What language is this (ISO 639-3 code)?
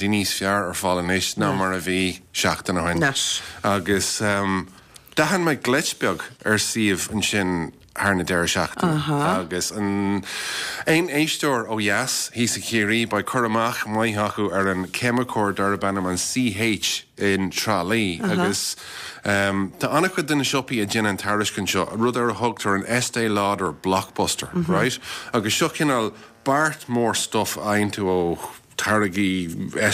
gle